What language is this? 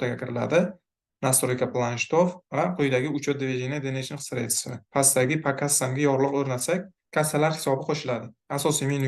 Uzbek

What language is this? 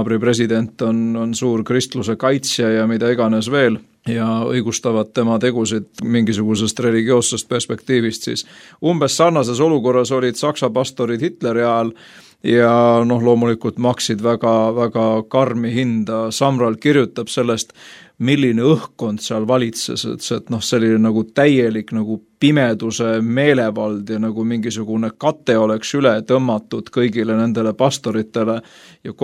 Estonian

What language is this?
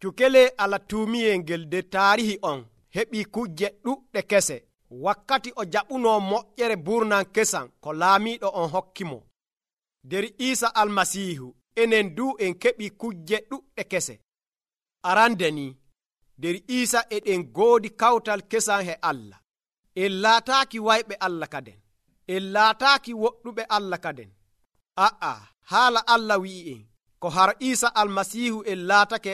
Nigerian Fulfulde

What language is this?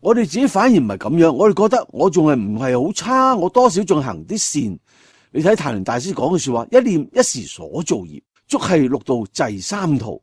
Cantonese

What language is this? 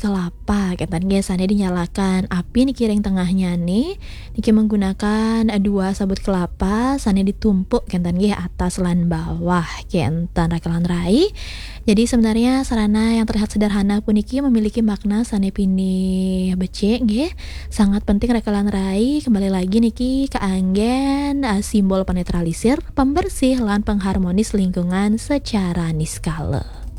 Balinese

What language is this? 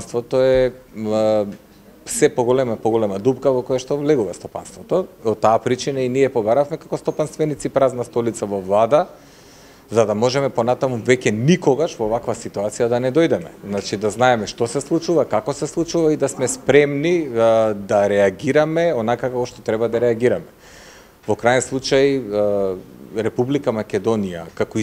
Macedonian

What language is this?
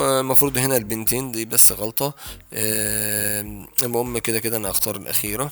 Egyptian Arabic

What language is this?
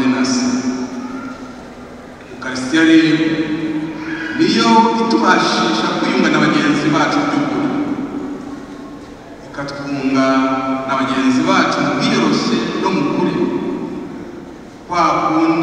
Kinyarwanda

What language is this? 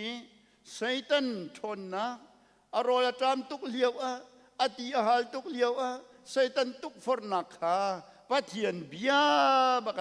Hakha Chin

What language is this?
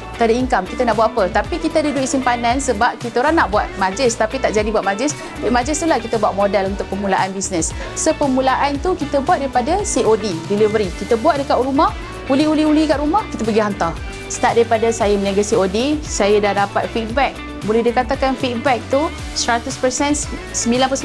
Malay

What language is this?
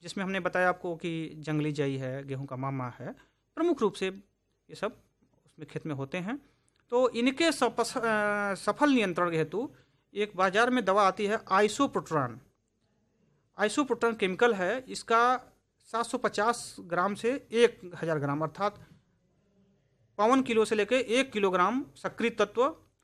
Hindi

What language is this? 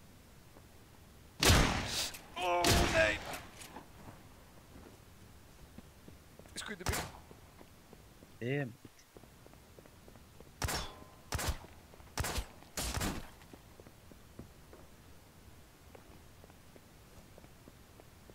Icelandic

